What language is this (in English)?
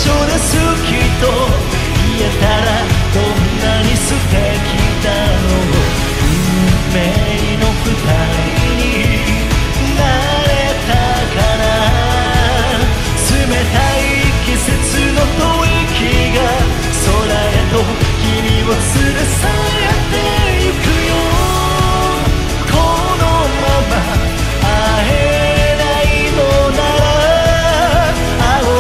Japanese